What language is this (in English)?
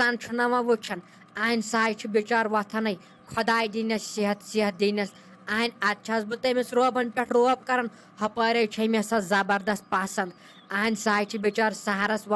Kashmiri